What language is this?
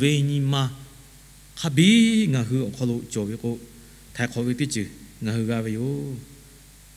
Lahu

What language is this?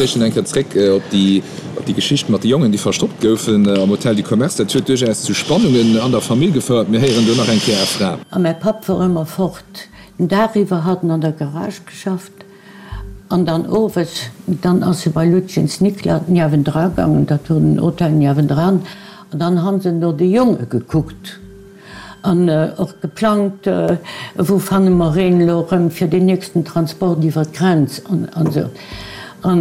Luxembourgish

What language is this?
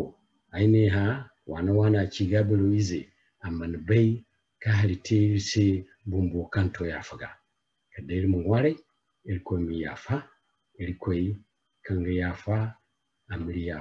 Zarma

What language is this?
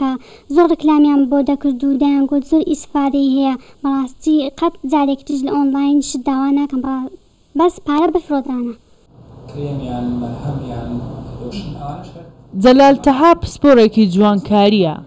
Central Kurdish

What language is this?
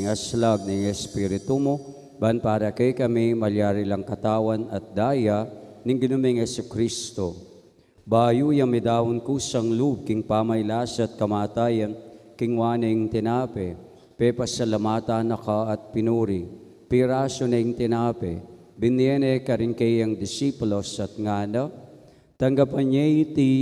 Pampanga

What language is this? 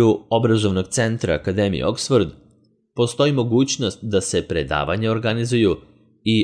Serbian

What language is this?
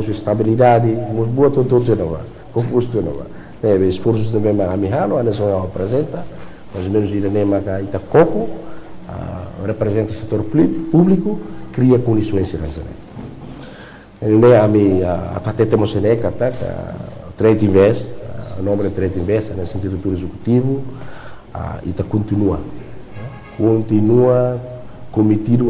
Tetum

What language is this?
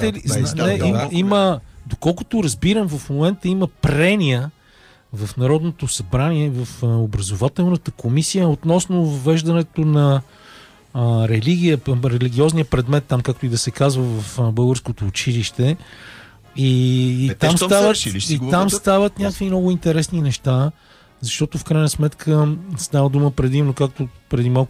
Bulgarian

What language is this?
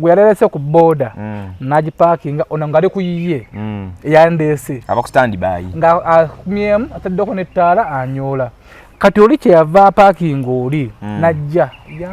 Ganda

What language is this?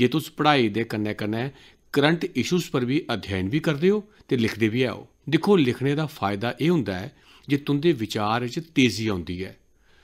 Dogri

